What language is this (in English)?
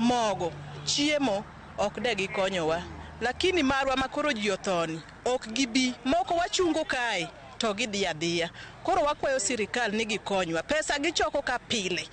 Luo (Kenya and Tanzania)